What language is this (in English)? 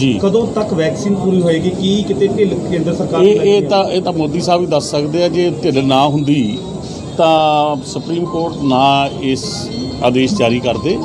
Punjabi